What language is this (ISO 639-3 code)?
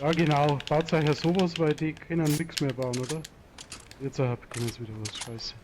bar